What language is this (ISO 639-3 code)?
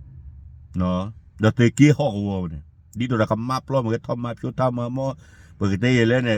ksw